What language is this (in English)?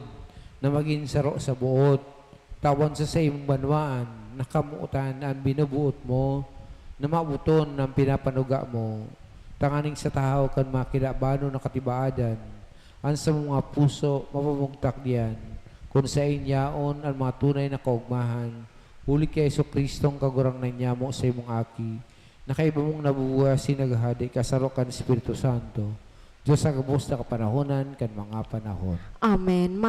Bikol